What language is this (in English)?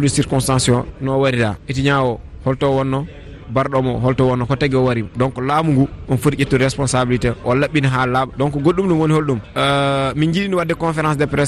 Fula